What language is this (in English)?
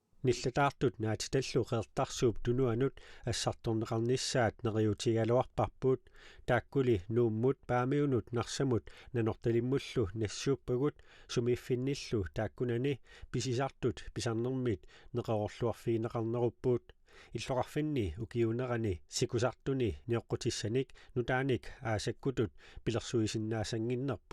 Kalaallisut